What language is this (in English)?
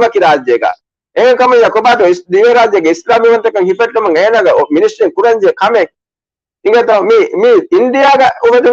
Divehi